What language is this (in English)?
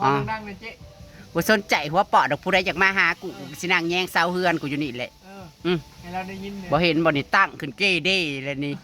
Northeastern Thai